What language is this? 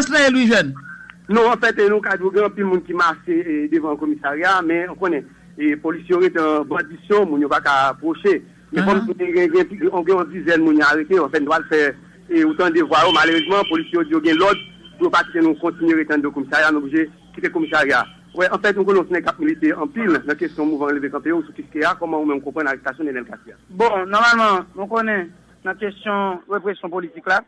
Haitian Creole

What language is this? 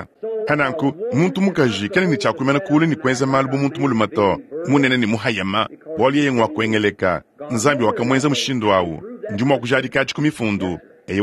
Luba-Lulua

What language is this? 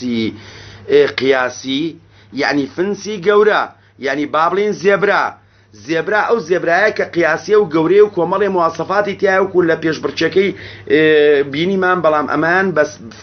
Central Kurdish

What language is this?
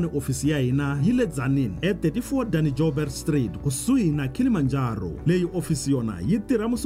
Tsonga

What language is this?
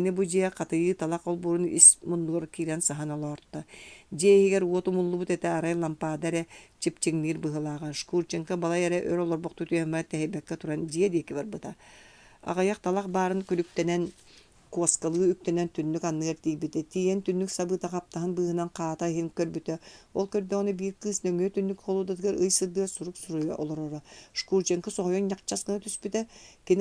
Yakut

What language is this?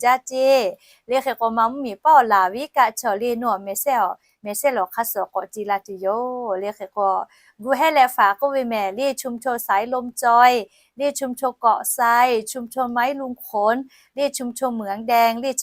Lahu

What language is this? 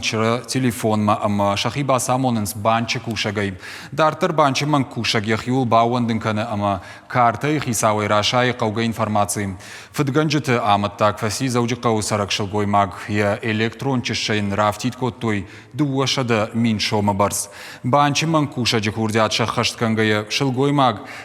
Ossetic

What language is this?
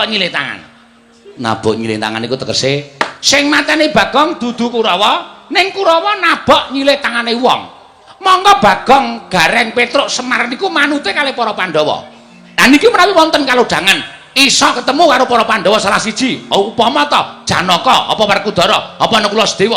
Javanese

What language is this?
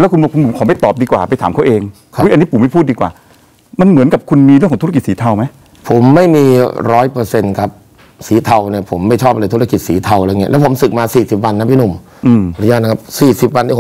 Thai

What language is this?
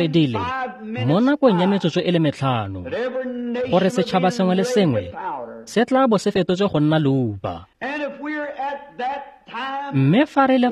Tswana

